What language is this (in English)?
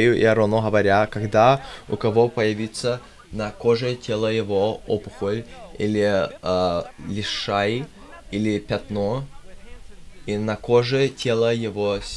Russian